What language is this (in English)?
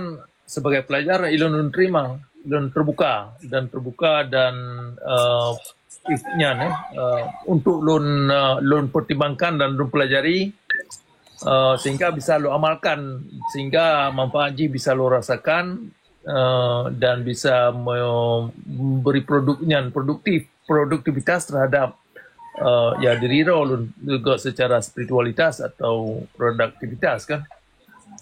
Achinese